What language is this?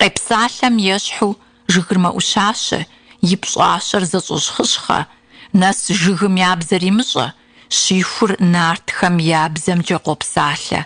Kabardian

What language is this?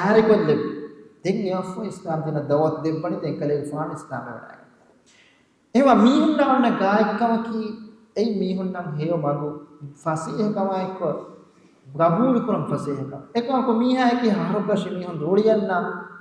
Divehi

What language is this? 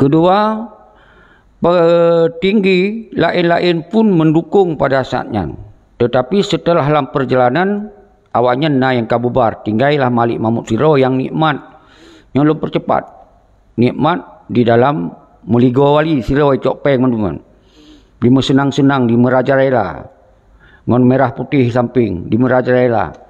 Achinese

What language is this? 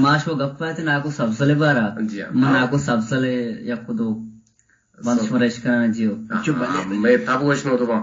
Eastern Balochi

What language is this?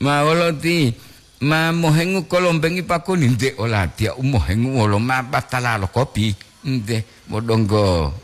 Gorontalo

